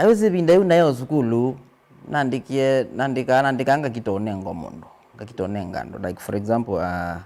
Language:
Kamba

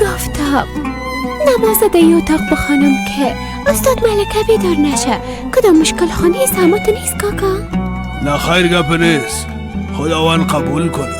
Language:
Persian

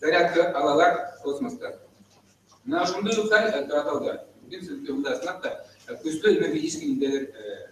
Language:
Bashkir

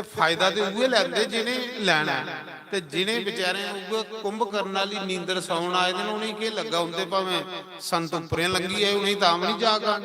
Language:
Dogri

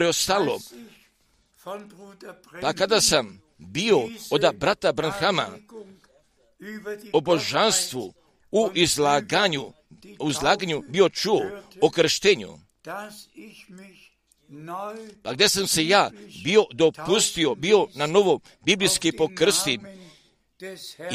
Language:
Croatian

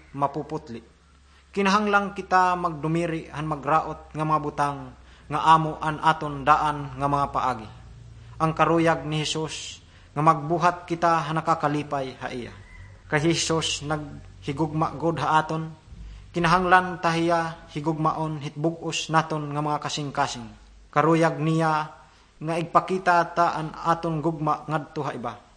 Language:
Waray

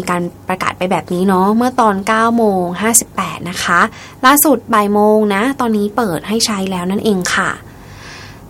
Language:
Thai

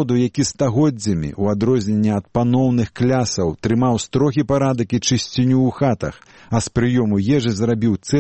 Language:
Belarusian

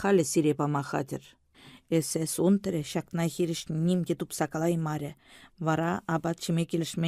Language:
Chuvash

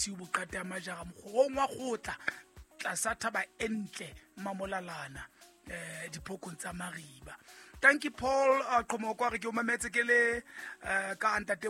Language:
Southern Sotho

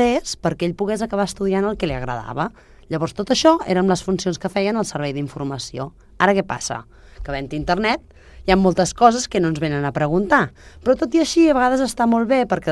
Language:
Catalan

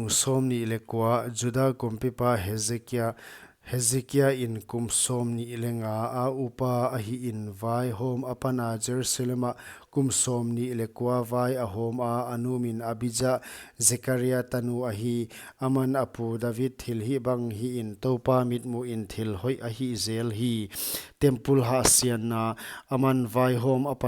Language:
Paite Chin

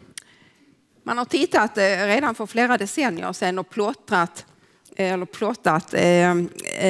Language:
Swedish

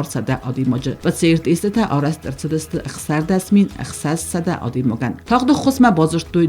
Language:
Ossetic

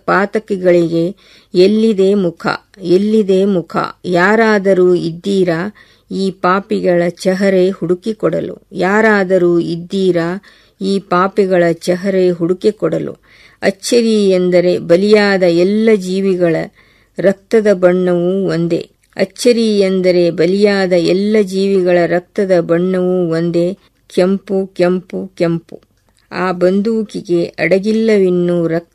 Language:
Kannada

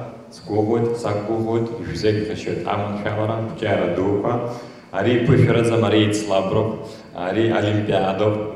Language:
Abkhazian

